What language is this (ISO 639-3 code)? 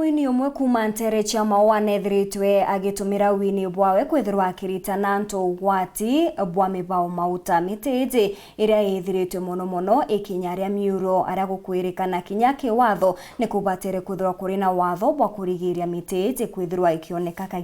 mer